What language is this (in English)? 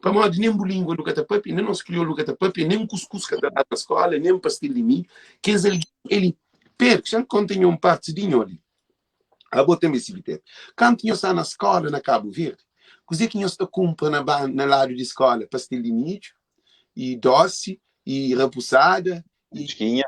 Kabuverdianu